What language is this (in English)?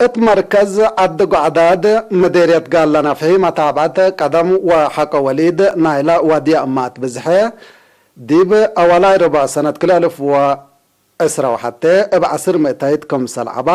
Tigre